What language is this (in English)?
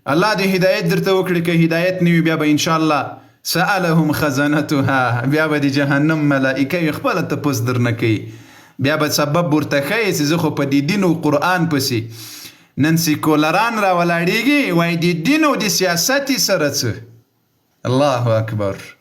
Pashto